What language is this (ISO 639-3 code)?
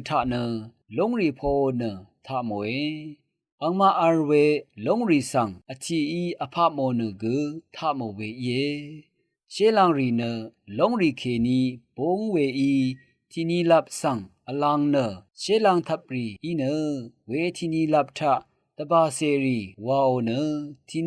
raw